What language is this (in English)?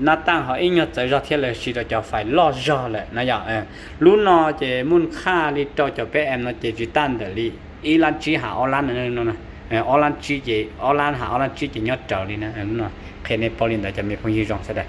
Hmong